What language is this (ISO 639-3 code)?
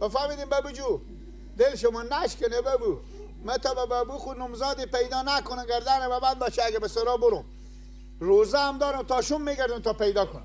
fas